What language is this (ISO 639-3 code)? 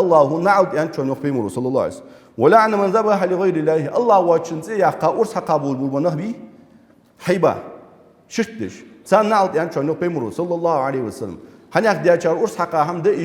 inh